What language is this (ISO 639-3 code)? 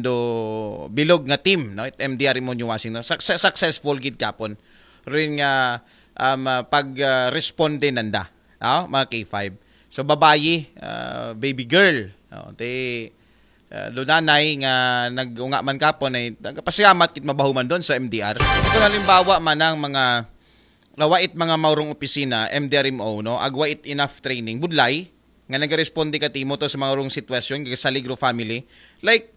akl